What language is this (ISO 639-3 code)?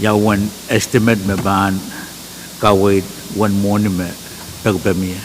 pon